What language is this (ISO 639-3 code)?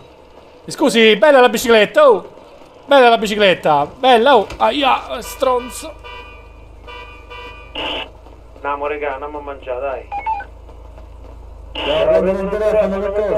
ita